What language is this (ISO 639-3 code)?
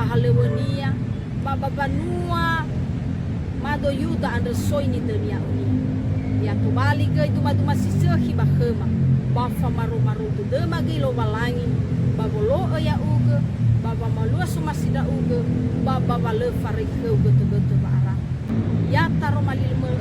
nia